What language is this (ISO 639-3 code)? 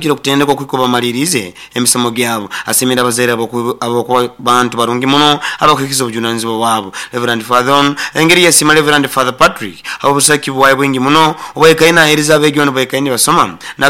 nyo